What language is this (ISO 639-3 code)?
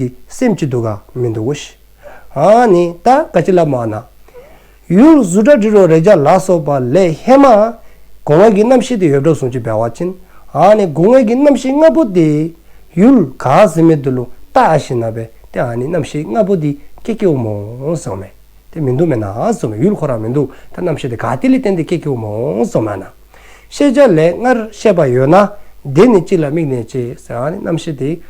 dzo